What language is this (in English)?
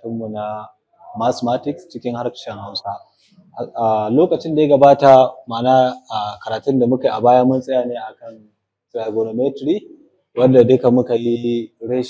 Hausa